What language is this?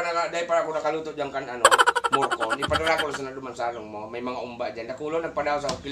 Bikol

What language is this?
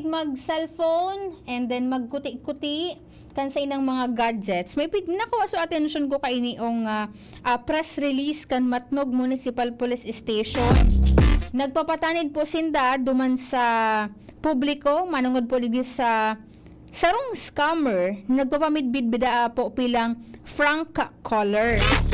Bikol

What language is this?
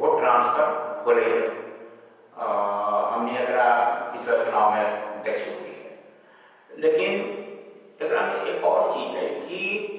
Magahi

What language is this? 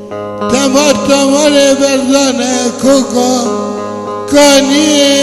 Kurdish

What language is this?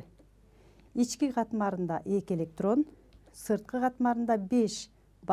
Kyrgyz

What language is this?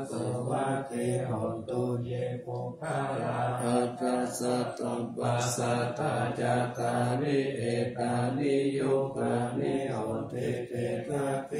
Pali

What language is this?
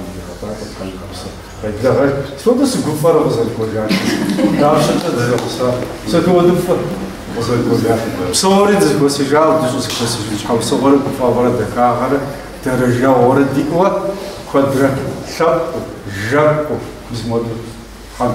Kabardian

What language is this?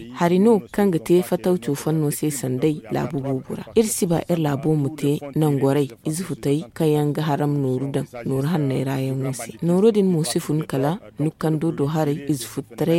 Zarma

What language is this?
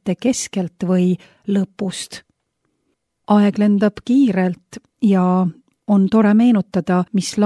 Estonian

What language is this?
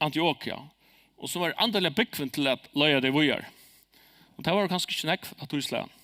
Faroese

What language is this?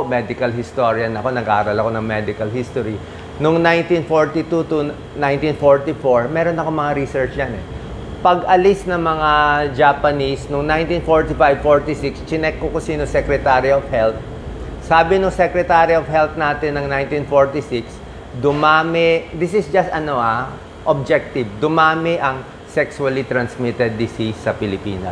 Filipino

